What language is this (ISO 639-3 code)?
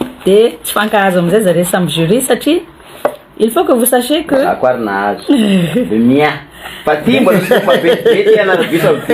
mlg